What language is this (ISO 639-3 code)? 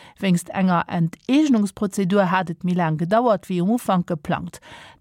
ltz